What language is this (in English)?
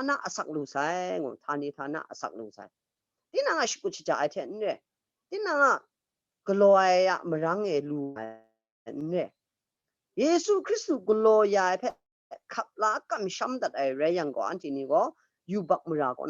Kachin